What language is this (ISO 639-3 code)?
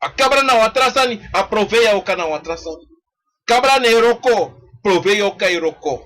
srn